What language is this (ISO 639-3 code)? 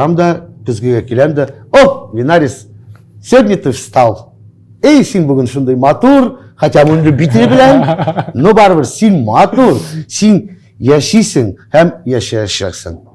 tat